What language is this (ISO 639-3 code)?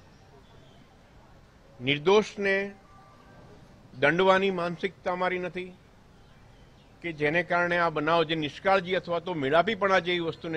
guj